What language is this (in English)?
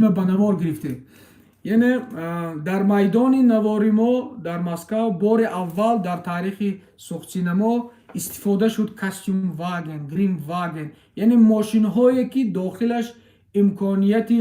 Tajik